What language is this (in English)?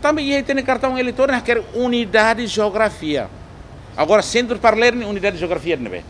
Tetum